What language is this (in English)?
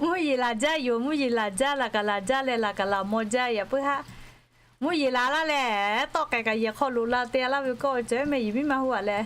Lahu